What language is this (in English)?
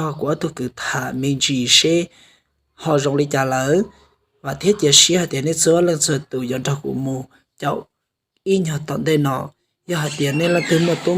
Hmong